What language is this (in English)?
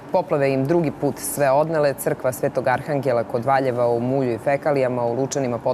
Serbian